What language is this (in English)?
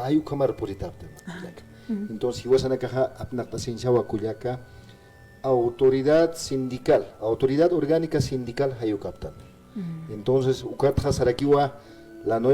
Aymara